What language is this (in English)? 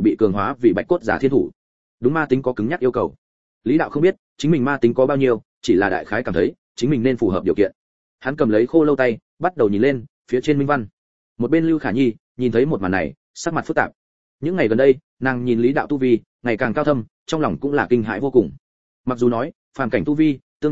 Vietnamese